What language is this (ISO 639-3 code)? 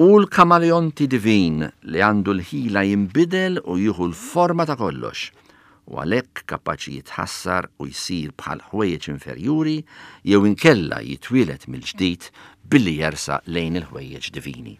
mlt